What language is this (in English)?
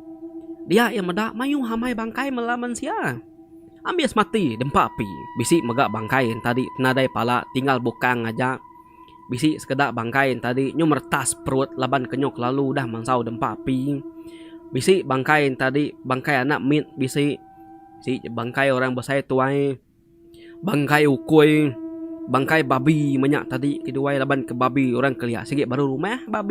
Iban